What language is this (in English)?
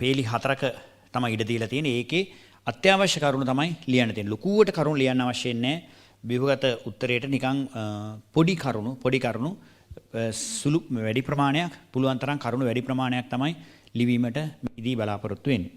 Sinhala